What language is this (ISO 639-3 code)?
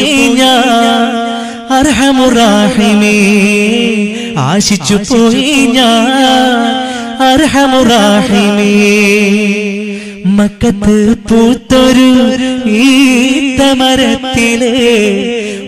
mal